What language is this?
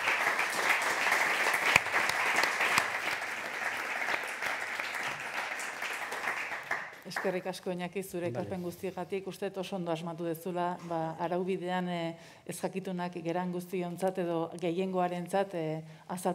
Basque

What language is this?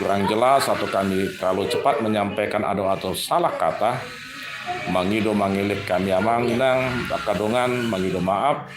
Batak Toba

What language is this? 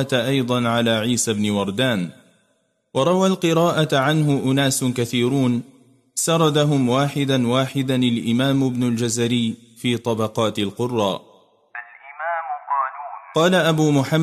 Arabic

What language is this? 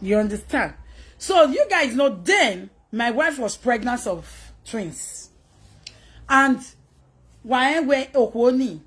Nigerian Pidgin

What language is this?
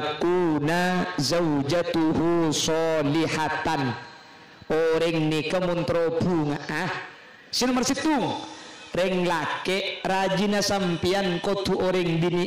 Madurese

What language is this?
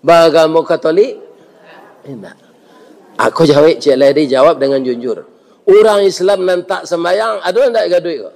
Minangkabau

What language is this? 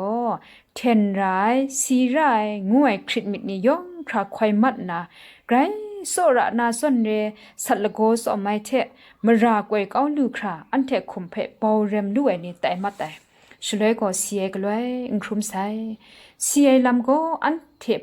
Kachin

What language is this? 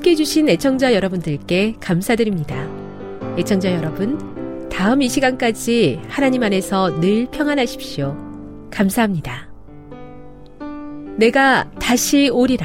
Korean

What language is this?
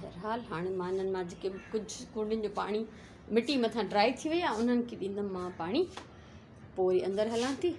Sindhi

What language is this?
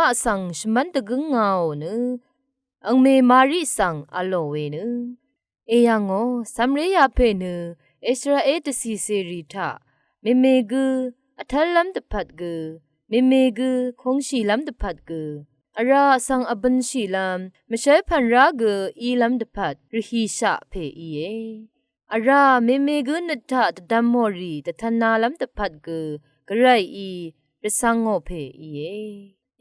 Rawang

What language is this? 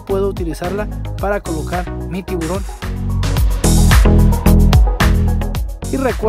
Spanish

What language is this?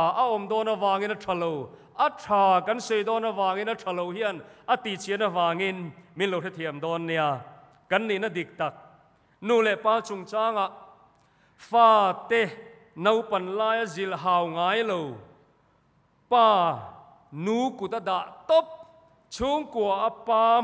Mizo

